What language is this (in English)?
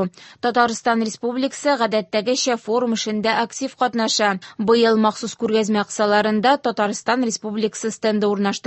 Tatar